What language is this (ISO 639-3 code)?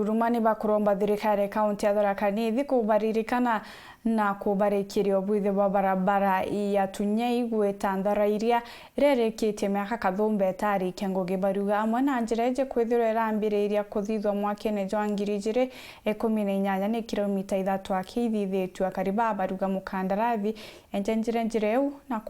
mer